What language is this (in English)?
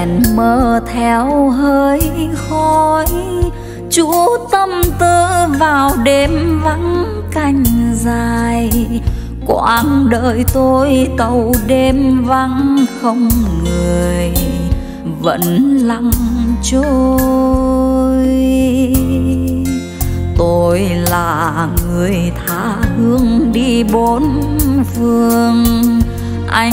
Vietnamese